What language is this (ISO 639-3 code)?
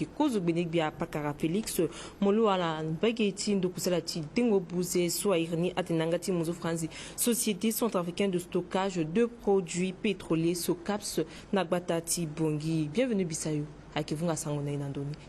sag